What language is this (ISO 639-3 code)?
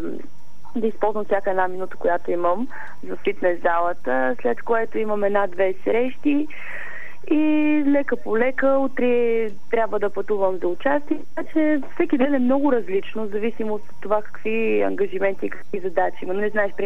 bul